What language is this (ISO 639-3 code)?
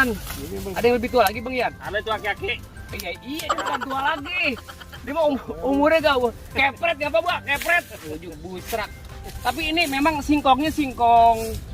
bew